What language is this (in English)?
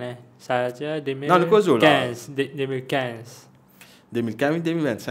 Morisyen